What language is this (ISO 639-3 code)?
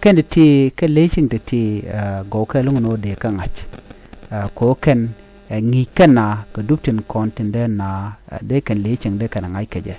nus